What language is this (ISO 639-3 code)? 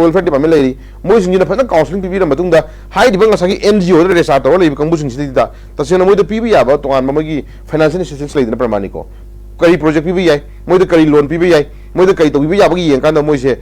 mni